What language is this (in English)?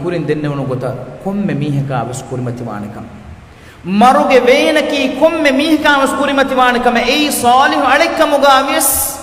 Divehi